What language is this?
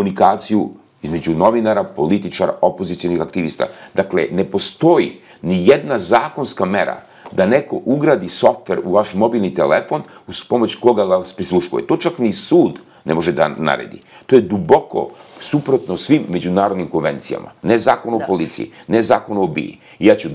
Serbian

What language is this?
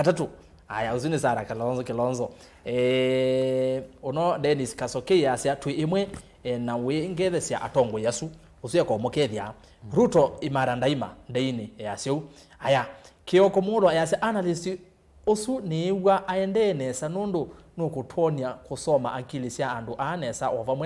Kamba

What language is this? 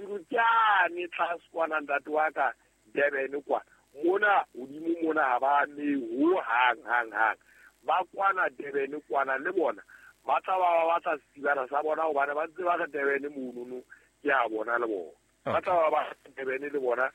Southern Sotho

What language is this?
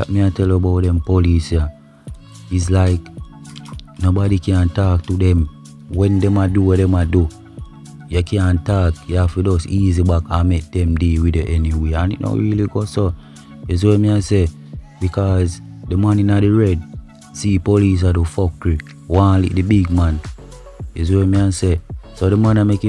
Jamaican Creole English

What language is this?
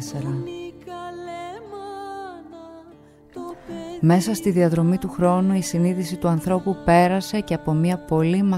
Greek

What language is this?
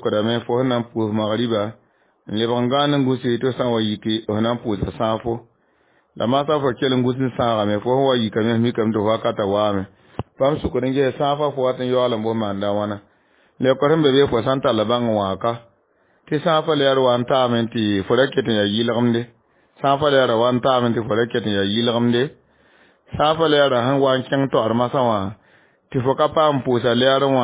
Mossi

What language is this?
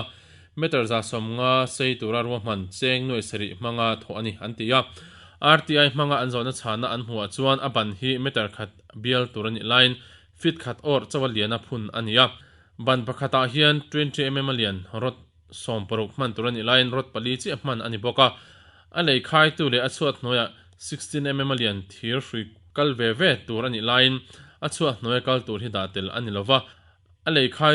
Mizo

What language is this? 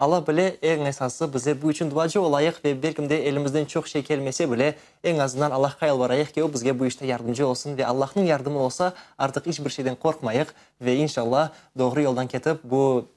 Crimean Tatar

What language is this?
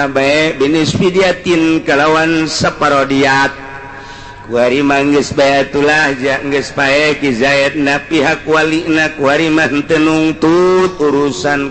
Sundanese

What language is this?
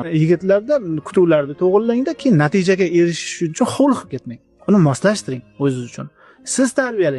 Uzbek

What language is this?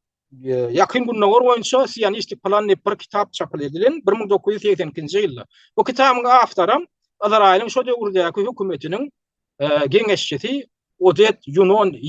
Turkmen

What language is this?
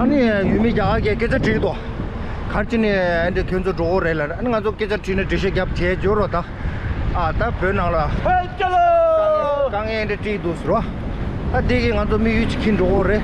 Tibetan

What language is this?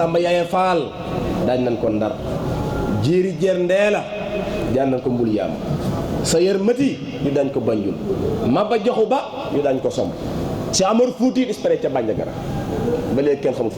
Wolof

